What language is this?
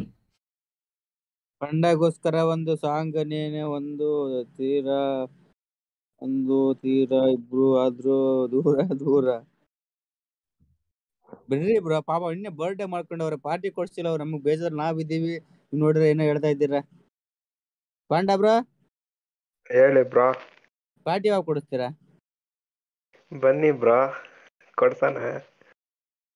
Kannada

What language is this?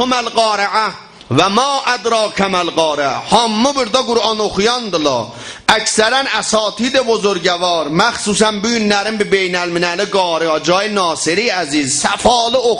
South Azerbaijani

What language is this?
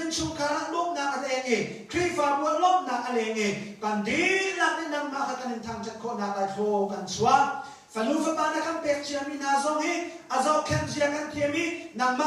Hakha Chin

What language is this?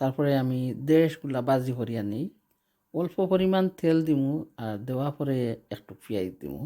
Sylheti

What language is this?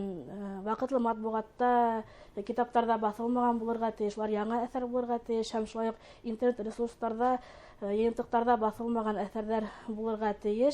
Bashkir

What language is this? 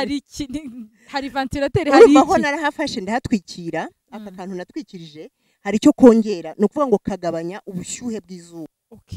Kinyarwanda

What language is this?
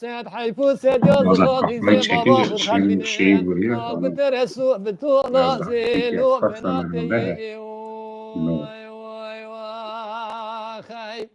Kurdish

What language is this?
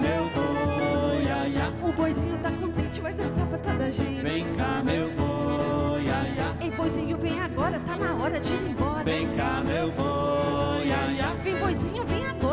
Portuguese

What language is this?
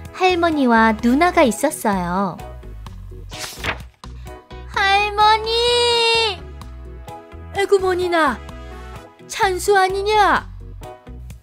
Korean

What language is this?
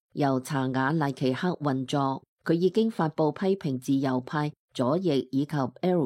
Cantonese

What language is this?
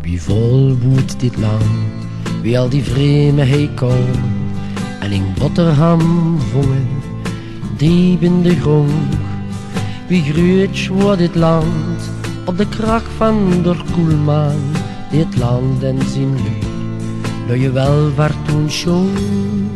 Limburgish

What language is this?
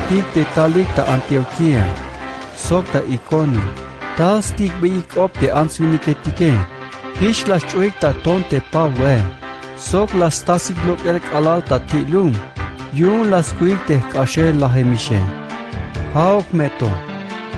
Tzeltal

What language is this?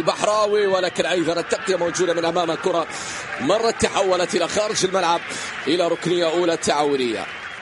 Arabic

